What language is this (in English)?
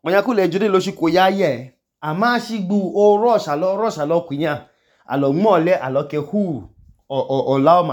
Idoma